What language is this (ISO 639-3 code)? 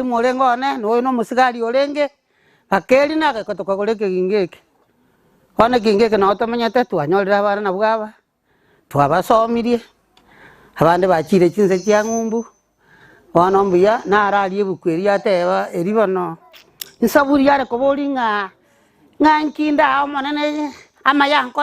guz